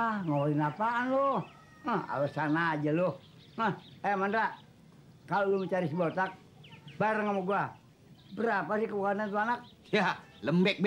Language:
Betawi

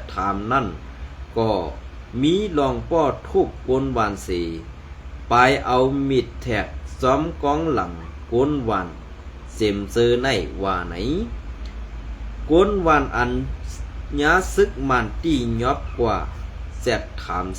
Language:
Shan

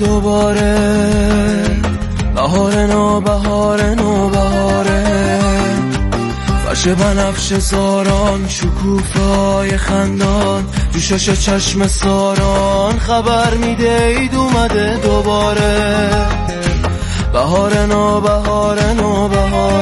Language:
Persian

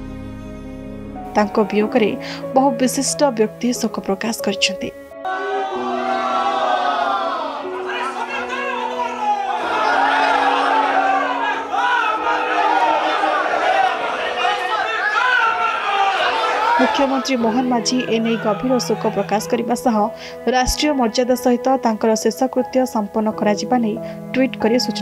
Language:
Odia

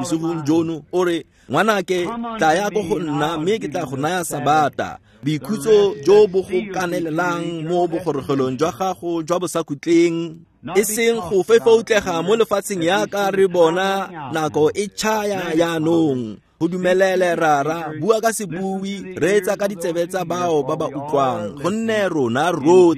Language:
Tswana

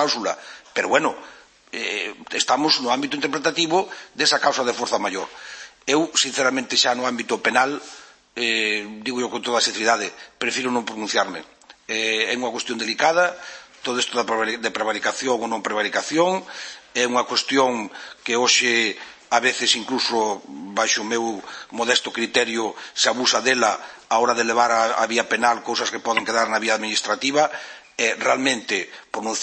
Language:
Galician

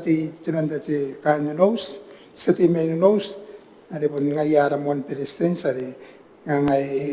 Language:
Gilbertese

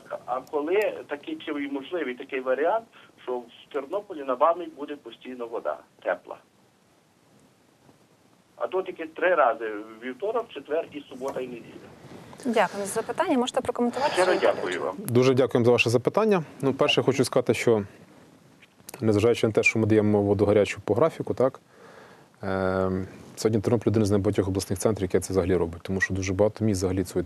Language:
Ukrainian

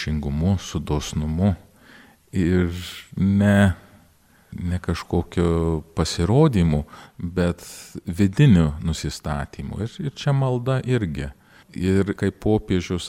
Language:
Lithuanian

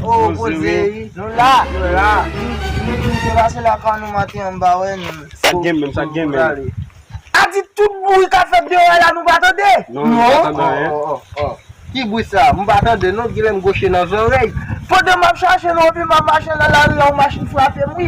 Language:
Haitian Creole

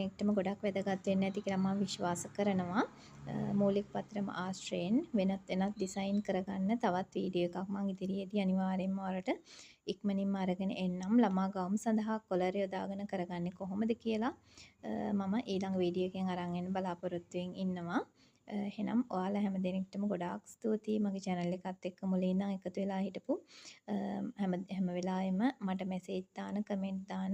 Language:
Sinhala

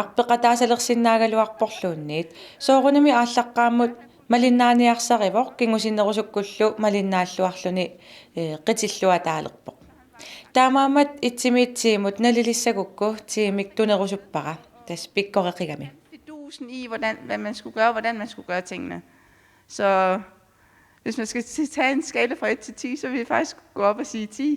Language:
Kalaallisut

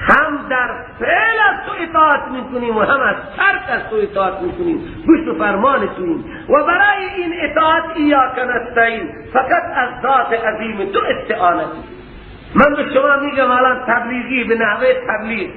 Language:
Persian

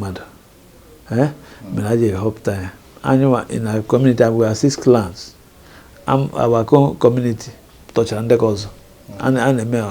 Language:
Igbo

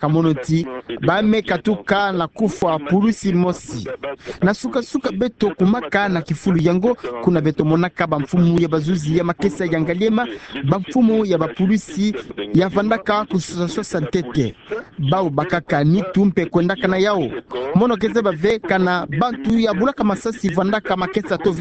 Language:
Kituba (Democratic Republic of Congo)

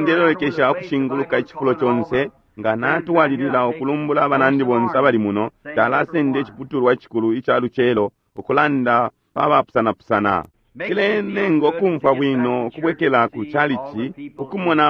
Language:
Bemba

